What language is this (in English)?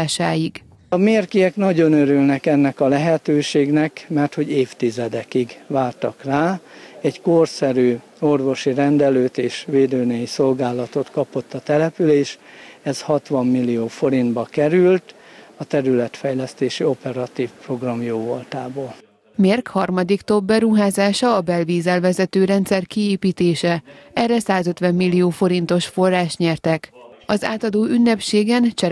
Hungarian